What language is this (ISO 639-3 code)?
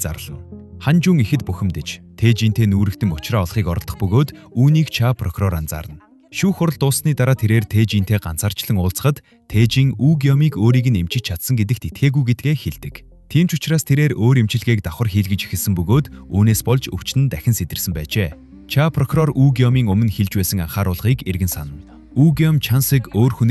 mon